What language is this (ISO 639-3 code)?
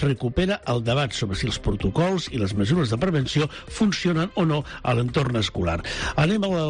cat